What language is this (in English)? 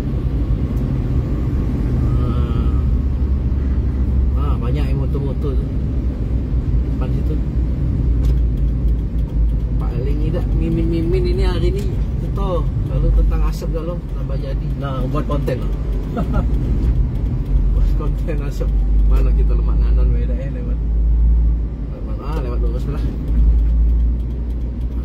Malay